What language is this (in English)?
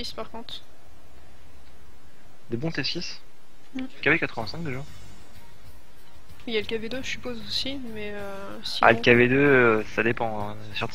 French